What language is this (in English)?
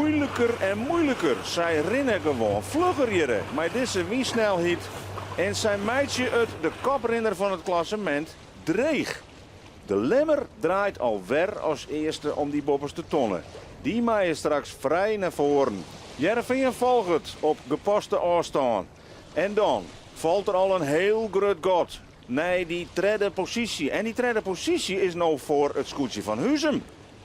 Western Frisian